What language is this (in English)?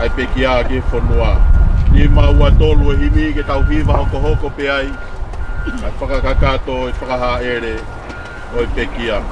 Tongan